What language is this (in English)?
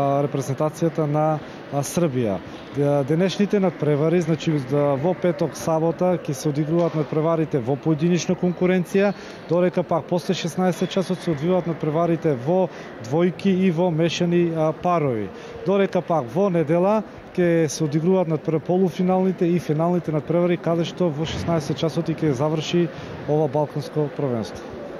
Macedonian